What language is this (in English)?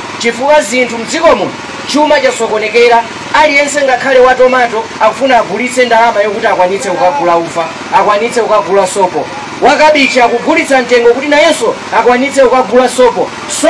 Nyanja